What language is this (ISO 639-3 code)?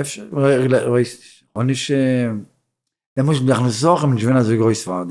yid